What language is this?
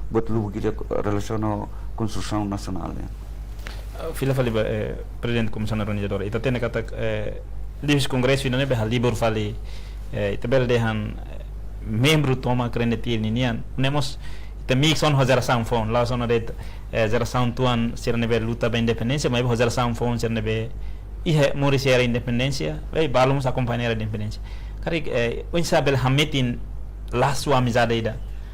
Tetum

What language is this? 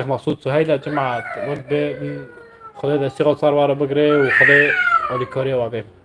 North Levantine Arabic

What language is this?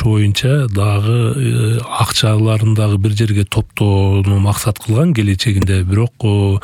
Kyrgyz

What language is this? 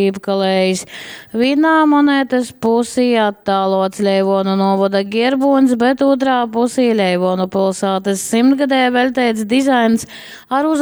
Latgalian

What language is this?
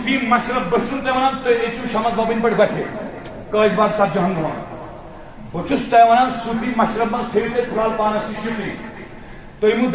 Kashmiri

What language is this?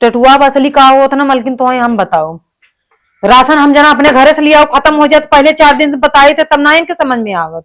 Awadhi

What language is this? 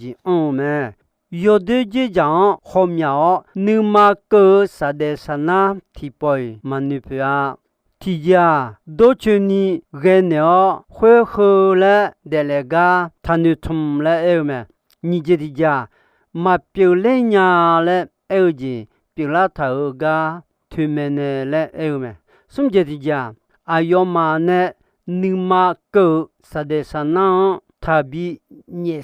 Akha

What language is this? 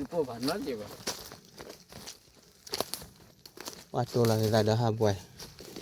S'gaw Karen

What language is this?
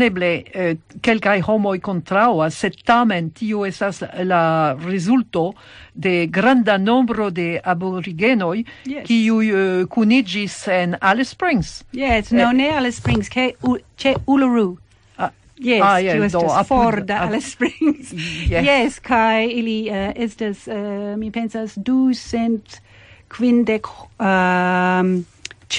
Esperanto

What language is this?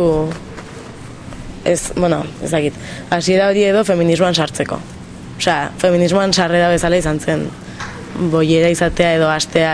Basque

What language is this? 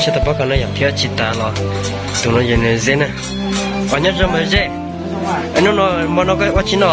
Hmong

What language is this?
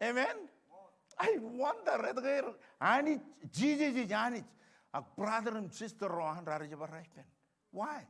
Marshallese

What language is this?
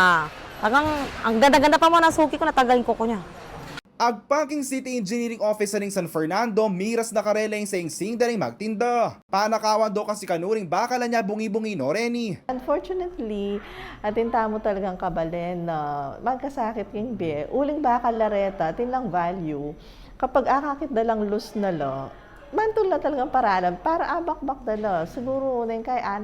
Pampanga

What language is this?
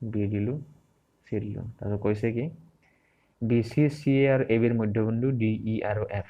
Assamese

